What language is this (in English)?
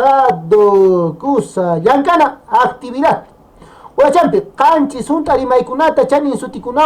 Quechua